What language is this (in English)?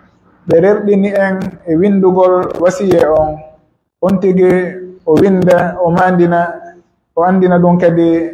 Pular